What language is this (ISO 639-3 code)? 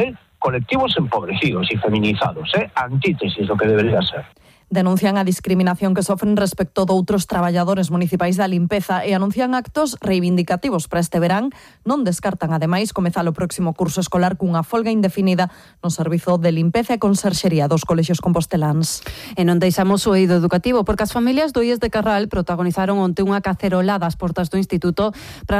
glg